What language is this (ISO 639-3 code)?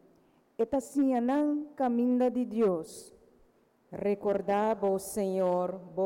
pap